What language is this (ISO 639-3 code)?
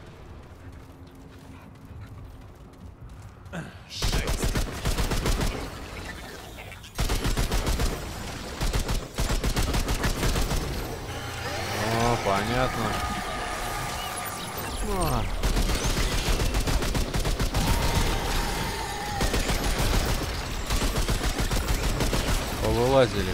rus